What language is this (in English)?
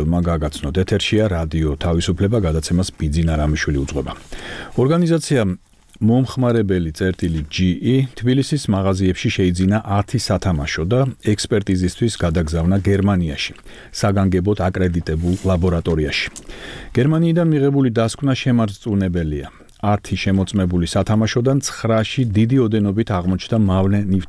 Georgian